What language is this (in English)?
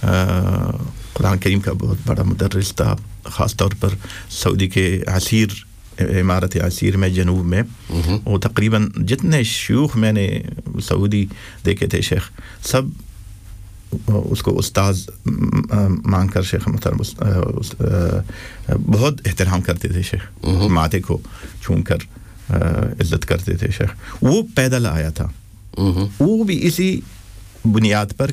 Urdu